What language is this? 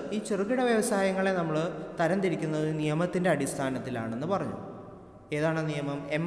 Malayalam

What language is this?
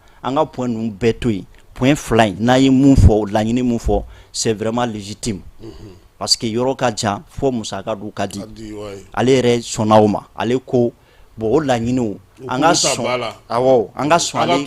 Bambara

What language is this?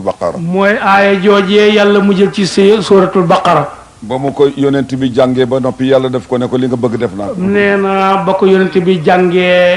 Wolof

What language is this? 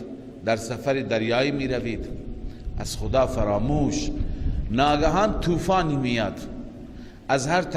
Persian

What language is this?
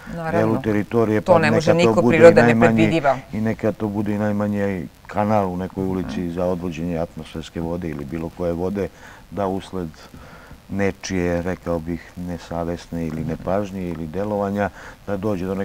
Serbian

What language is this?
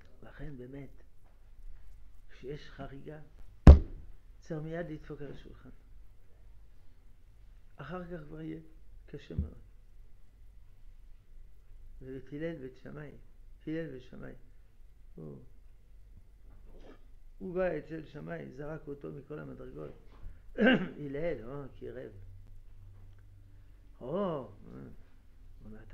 Hebrew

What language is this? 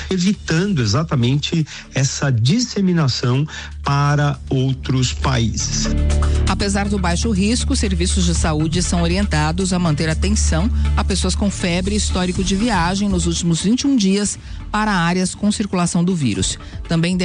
Portuguese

